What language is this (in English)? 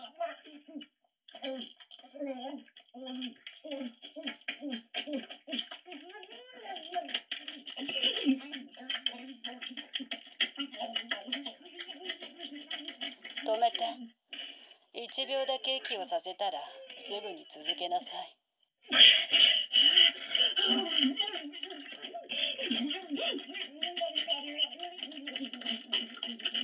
Japanese